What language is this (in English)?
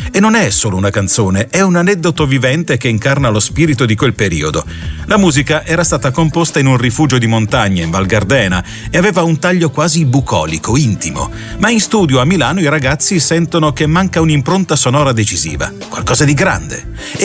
Italian